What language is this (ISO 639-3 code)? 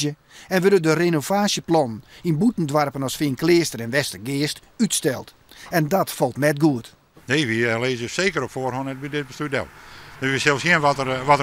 fry